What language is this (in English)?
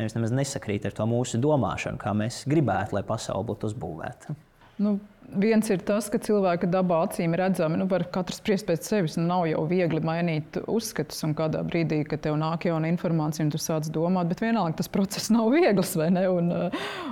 Latvian